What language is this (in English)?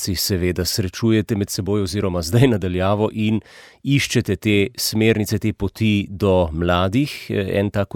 Slovenian